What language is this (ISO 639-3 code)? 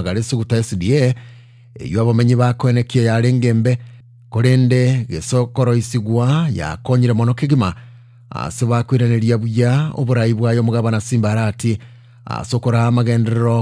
guz